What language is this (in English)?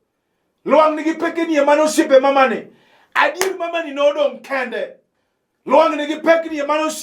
Luo (Kenya and Tanzania)